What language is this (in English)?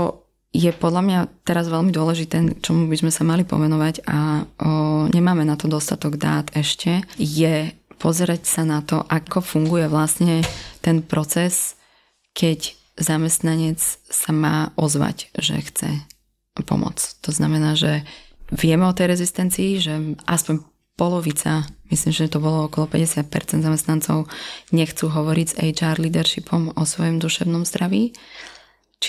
Slovak